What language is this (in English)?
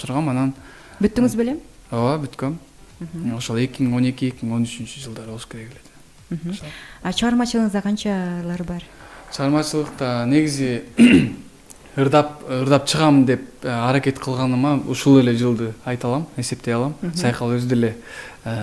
Kyrgyz